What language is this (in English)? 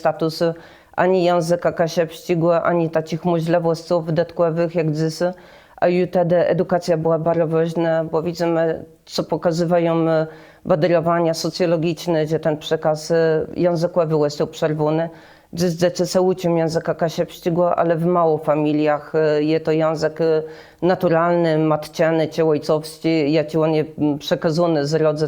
Kashubian